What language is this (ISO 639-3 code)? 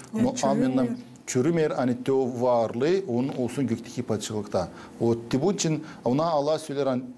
gag